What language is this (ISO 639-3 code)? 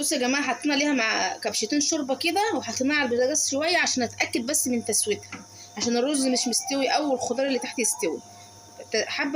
arz